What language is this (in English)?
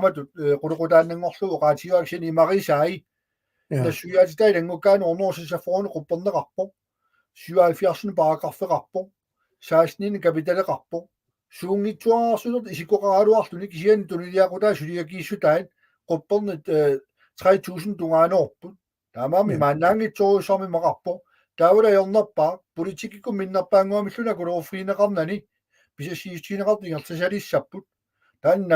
Kalaallisut